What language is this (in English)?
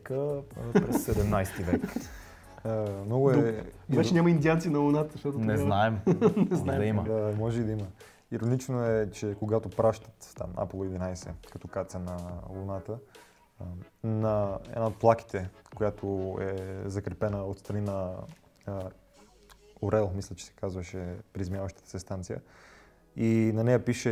Bulgarian